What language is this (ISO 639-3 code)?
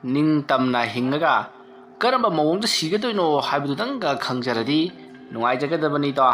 mni